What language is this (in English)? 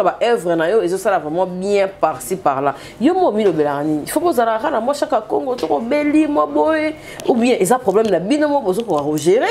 Lingala